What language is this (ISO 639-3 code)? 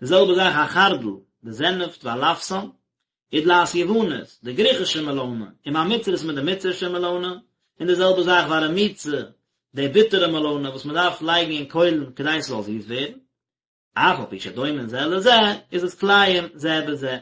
yid